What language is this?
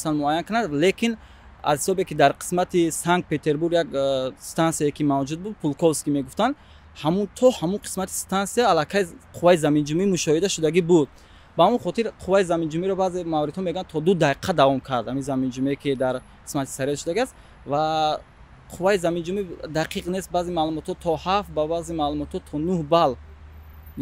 Tajik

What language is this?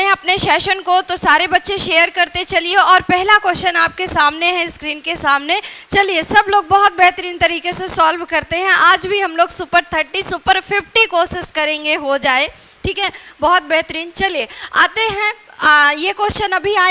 Hindi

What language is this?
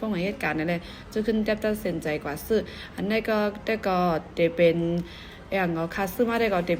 Shan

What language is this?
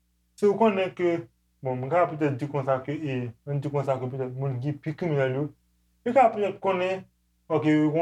Haitian Creole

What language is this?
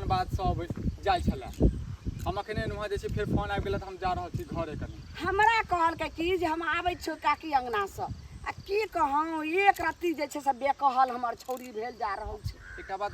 Maithili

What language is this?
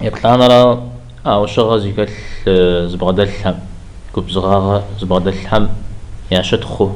Kabardian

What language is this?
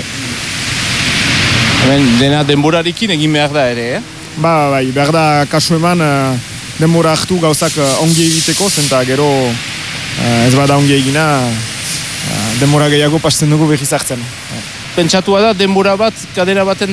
Basque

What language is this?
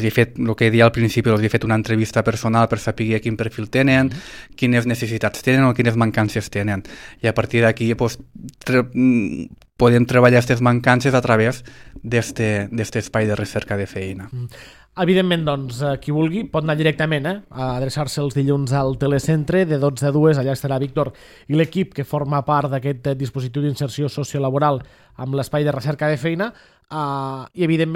Catalan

